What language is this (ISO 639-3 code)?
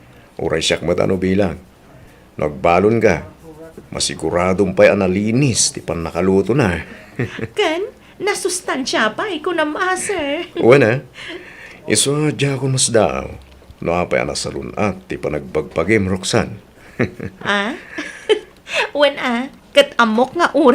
ilo